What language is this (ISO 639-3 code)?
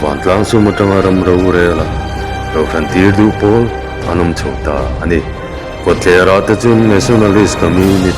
lus